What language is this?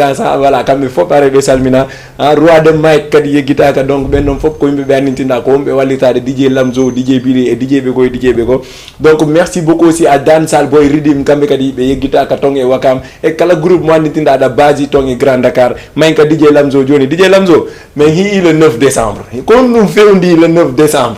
Fula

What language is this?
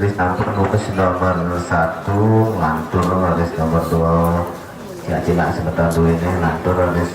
Balinese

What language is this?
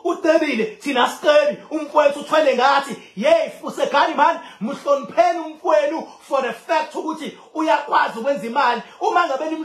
Zulu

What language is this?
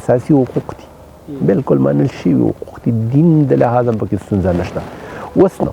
Pashto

